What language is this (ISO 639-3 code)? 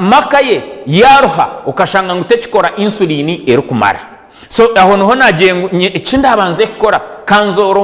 nyn